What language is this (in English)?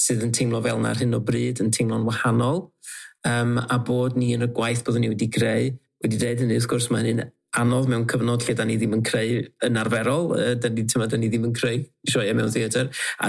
Welsh